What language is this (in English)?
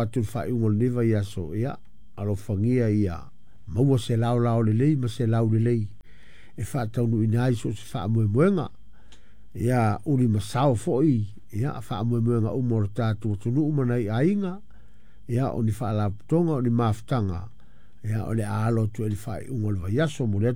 Samoan